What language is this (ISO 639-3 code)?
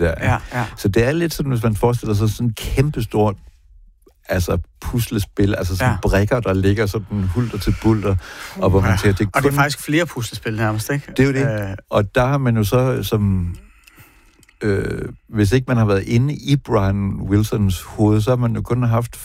dan